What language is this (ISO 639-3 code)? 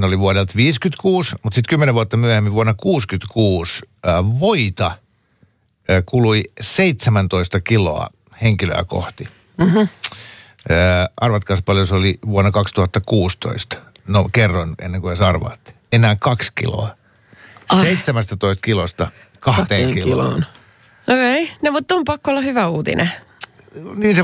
fin